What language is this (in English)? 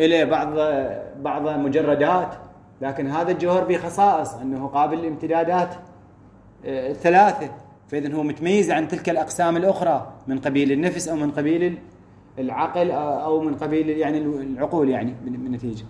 Mesopotamian Arabic